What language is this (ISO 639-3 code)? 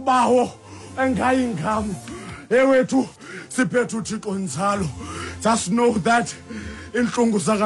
xho